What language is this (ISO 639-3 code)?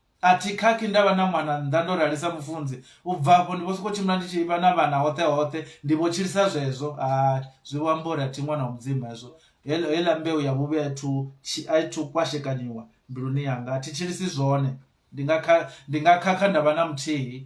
ven